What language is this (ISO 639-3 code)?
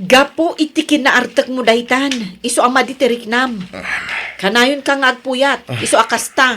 ilo